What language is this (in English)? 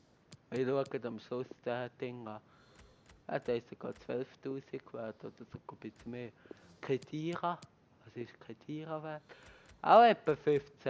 Swiss German